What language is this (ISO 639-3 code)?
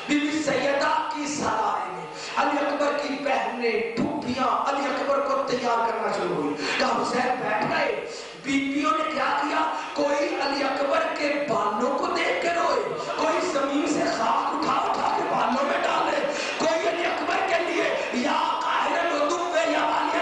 urd